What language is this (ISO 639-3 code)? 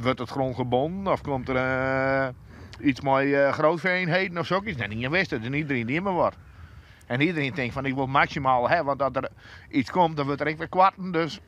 fry